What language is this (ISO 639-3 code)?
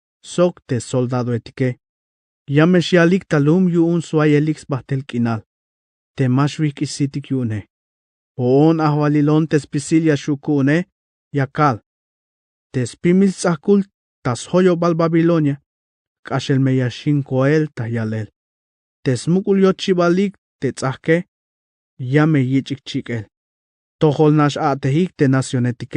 tzh